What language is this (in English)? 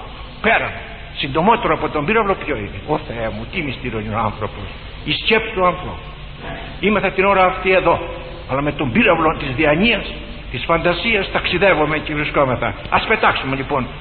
Greek